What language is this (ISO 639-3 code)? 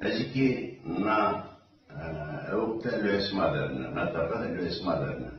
zza